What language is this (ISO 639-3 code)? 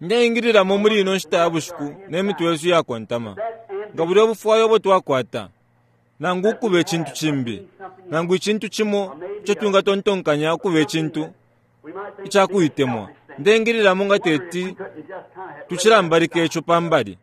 bem